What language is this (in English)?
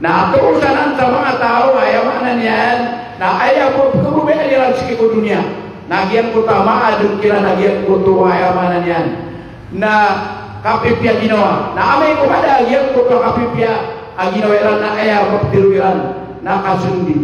Maranao